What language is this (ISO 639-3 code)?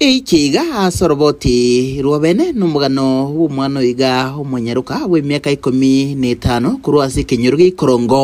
guz